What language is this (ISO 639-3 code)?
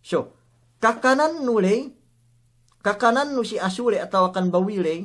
yka